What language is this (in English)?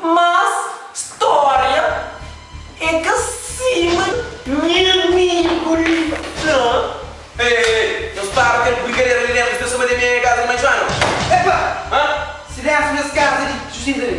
Kabuverdianu